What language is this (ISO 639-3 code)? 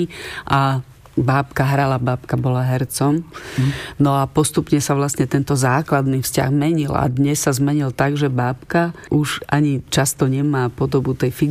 slk